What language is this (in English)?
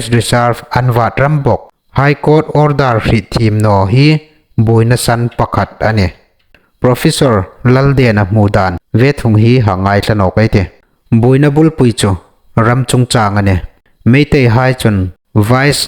Hmar